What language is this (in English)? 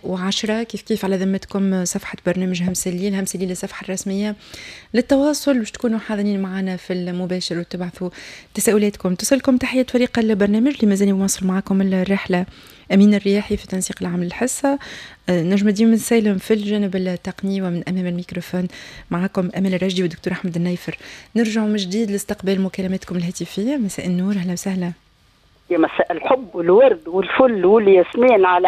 Tunisian Arabic